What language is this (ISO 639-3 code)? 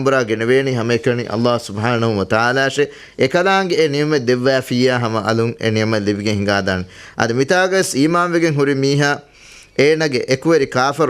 div